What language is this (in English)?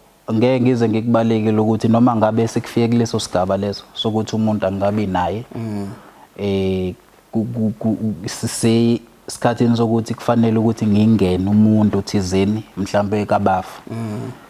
Zulu